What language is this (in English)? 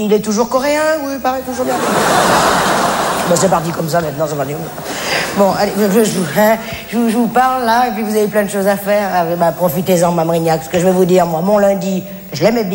French